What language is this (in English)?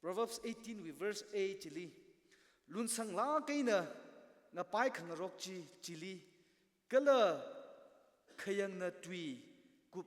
Tangkhul Naga (India)